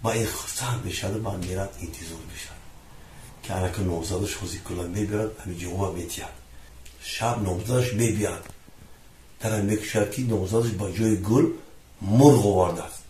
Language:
Tajik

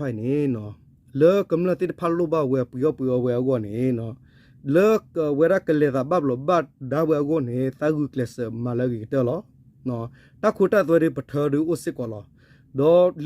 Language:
S'gaw Karen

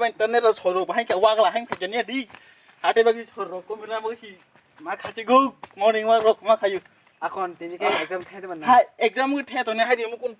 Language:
Kok Borok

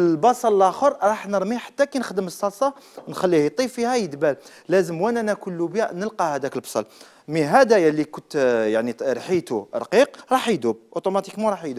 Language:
Algerian Arabic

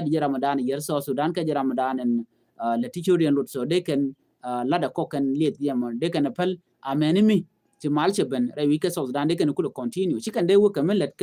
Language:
Nuer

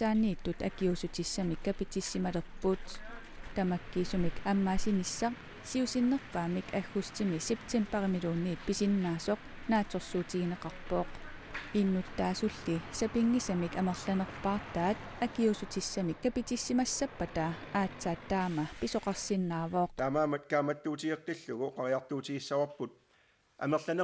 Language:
Kalaallisut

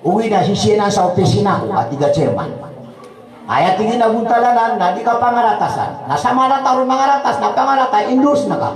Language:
Maranao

